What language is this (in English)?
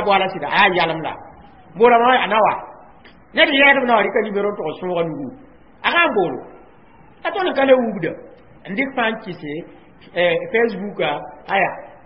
Mossi